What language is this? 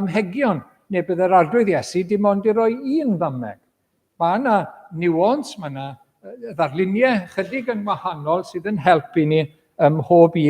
Welsh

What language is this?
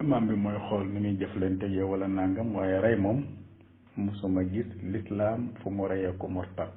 Wolof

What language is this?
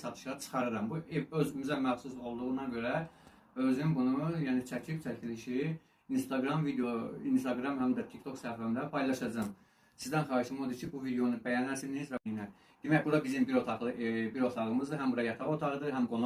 Azerbaijani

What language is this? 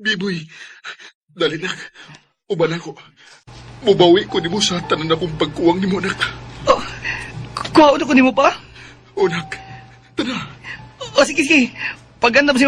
Cebuano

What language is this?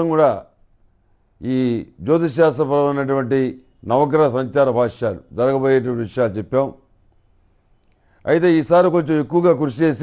Telugu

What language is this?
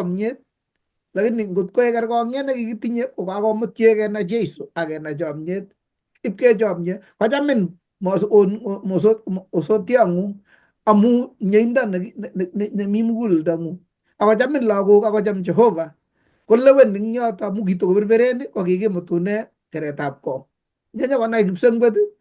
Kalenjin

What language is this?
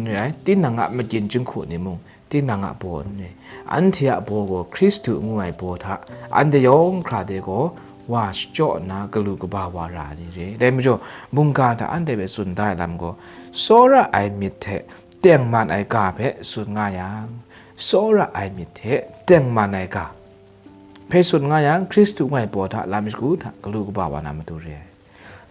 Kachin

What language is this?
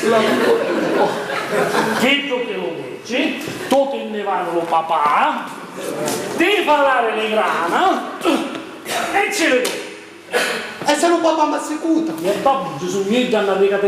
Sicilian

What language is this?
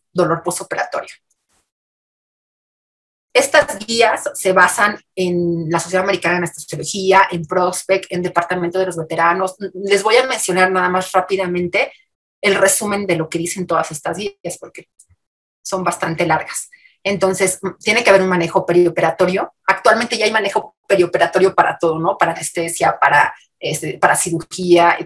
Spanish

